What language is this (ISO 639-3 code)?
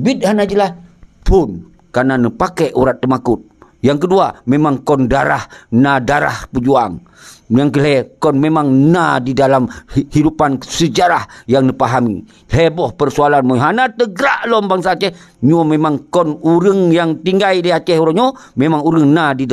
ace